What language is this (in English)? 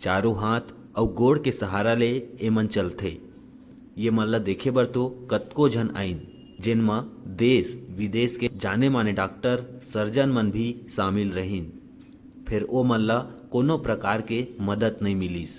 Chhattisgarhi